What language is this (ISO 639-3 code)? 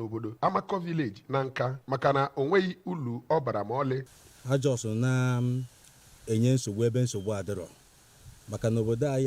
ibo